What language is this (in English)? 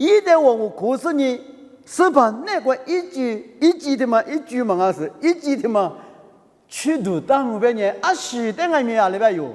Lisu